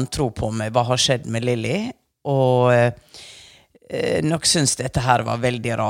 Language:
Norwegian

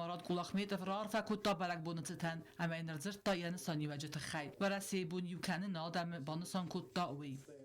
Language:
Ossetic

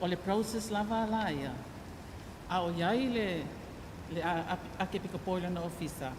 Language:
Samoan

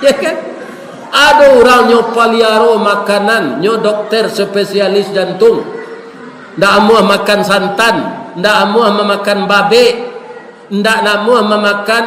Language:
Minangkabau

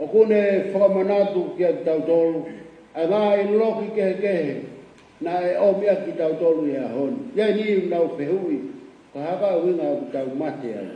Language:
Tongan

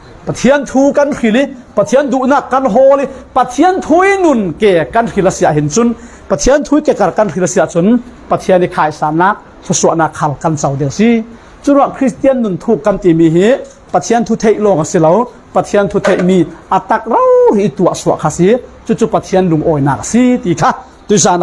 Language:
Falam Chin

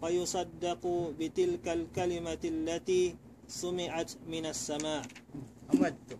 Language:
Tausug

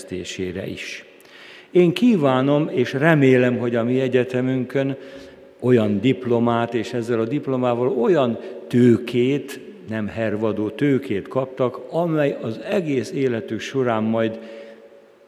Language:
Hungarian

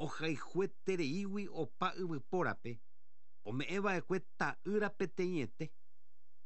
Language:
Guarani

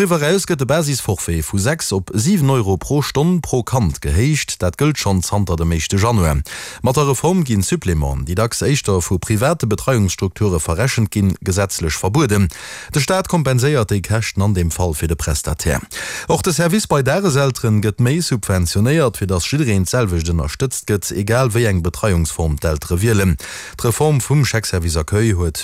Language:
Luxembourgish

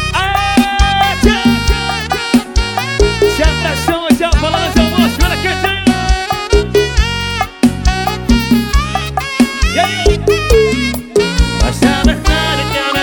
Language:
Portuguese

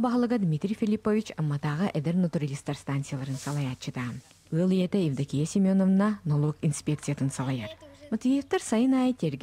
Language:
Yakut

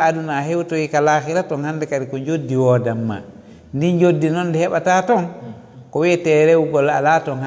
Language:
Fula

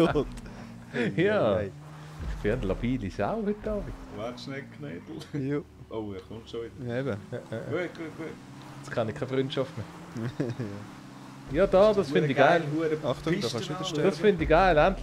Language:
Swiss German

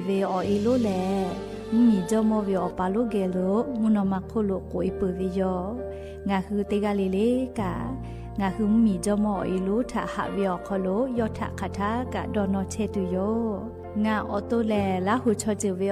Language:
Lahu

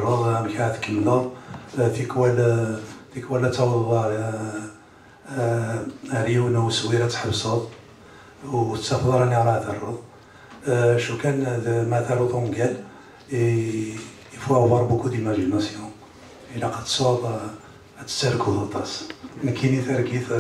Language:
Kabyle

